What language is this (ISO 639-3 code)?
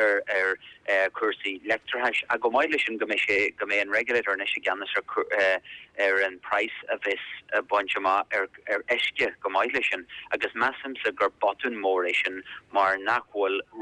gle